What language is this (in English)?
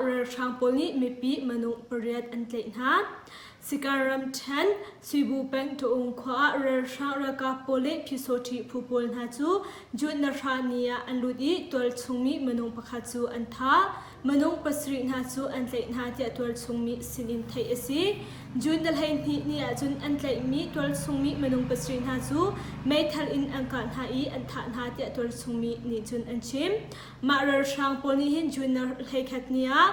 Hakha Chin